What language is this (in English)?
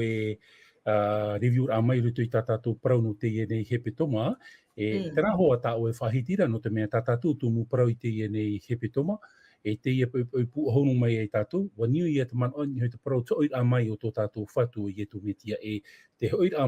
Tahitian